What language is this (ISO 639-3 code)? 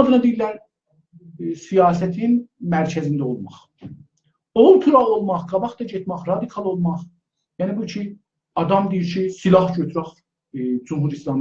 azb